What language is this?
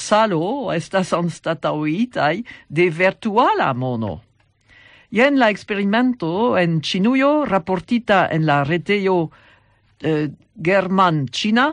Esperanto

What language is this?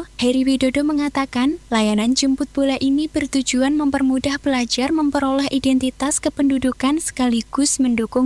Indonesian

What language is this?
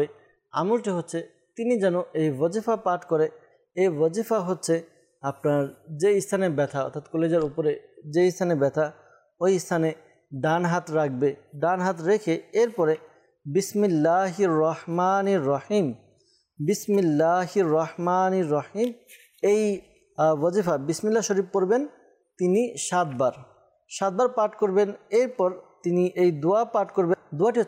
Bangla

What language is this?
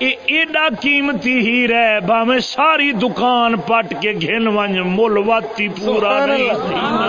Saraiki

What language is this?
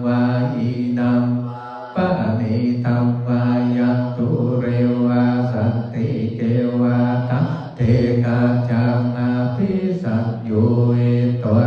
Pali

